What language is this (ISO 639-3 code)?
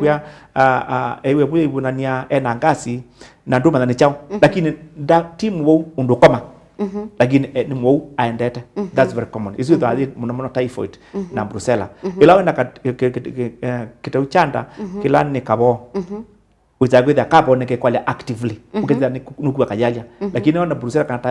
kam